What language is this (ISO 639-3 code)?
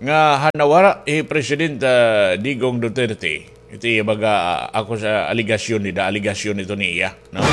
war